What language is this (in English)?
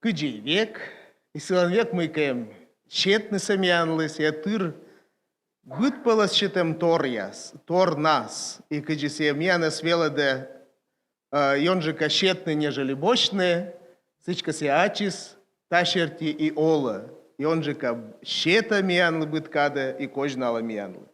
Komi